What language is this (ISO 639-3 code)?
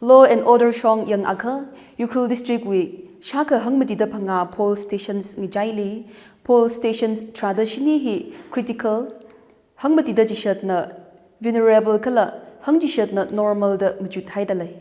nmf